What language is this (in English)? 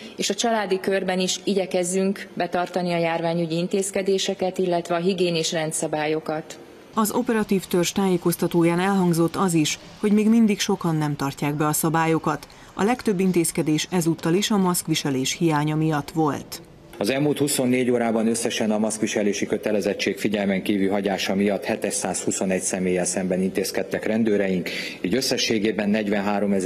Hungarian